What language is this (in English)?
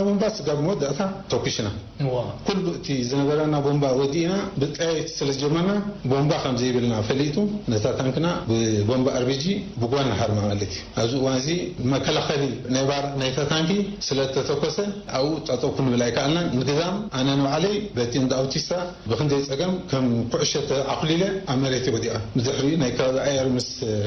Tigrinya